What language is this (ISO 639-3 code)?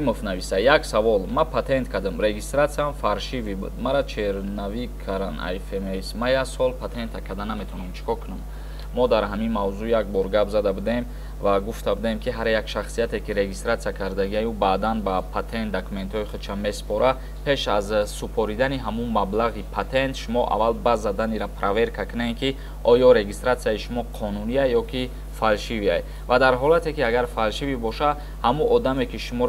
tgk